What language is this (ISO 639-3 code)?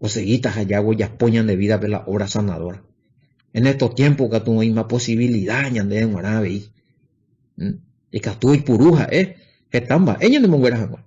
grn